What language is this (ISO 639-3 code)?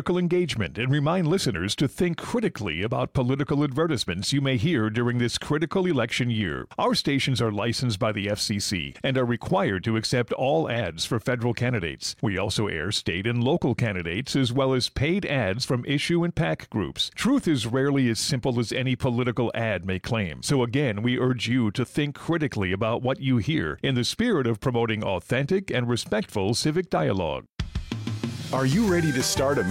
eng